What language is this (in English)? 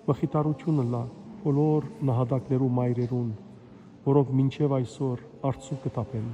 Western Armenian